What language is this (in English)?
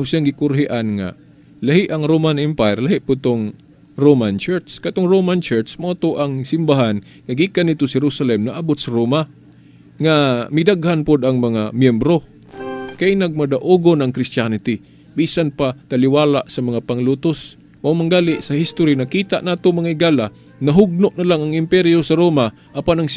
Cebuano